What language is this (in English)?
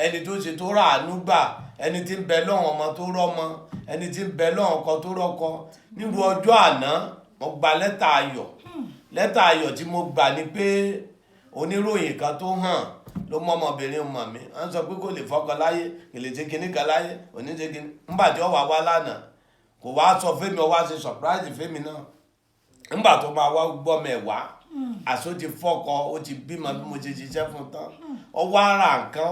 Yoruba